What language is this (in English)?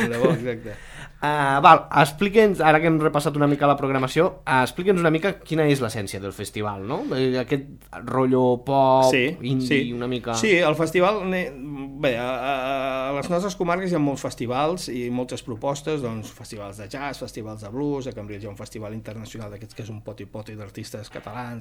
Catalan